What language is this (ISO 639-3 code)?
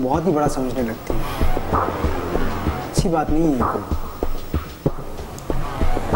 hin